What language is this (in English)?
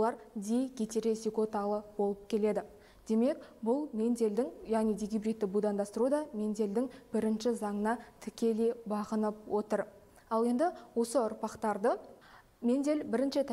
Kazakh